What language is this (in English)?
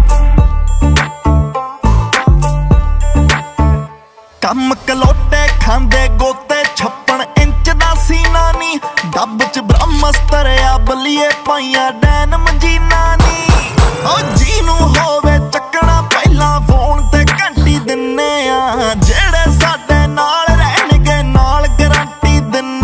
Punjabi